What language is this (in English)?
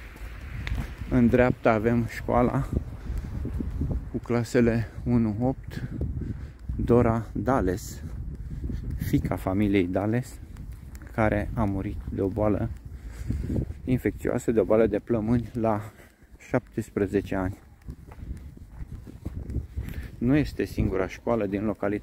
Romanian